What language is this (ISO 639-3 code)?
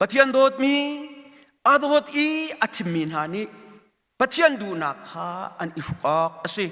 cnh